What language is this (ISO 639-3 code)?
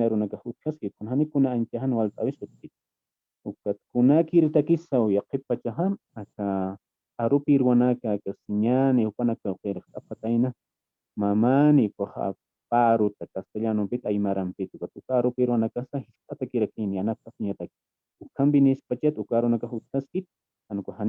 aym